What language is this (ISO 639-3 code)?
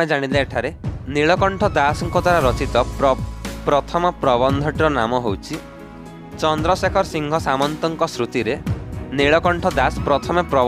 ori